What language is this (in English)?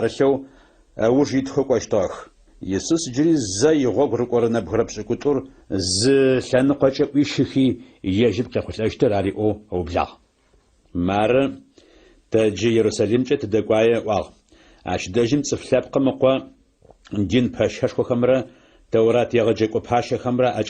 Adyghe